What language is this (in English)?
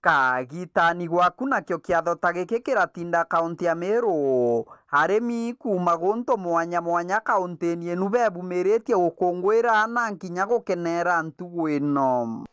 Meru